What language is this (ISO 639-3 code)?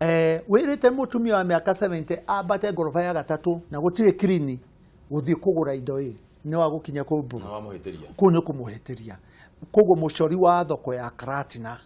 kik